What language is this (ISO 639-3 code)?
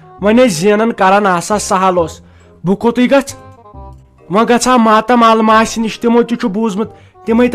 kas